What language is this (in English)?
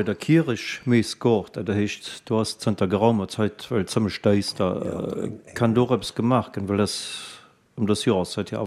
Luxembourgish